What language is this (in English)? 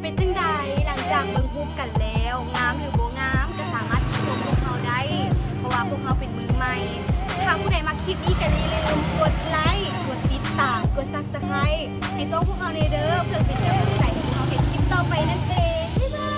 Lao